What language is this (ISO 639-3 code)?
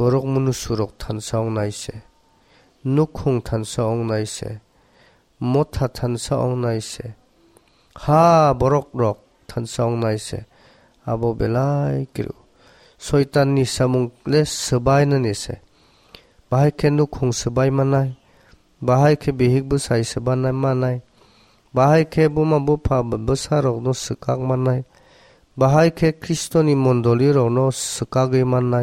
trp